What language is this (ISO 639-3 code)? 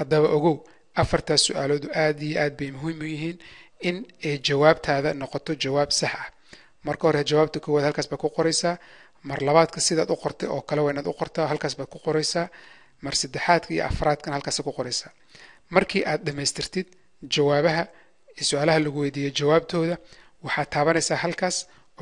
som